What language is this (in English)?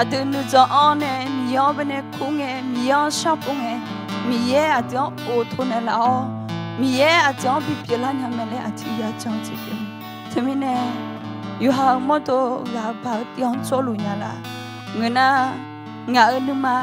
Akha